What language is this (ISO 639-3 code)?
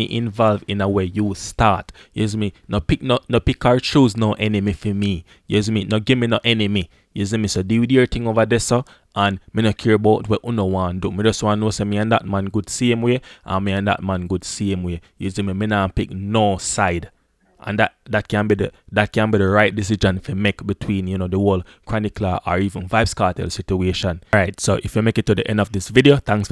jam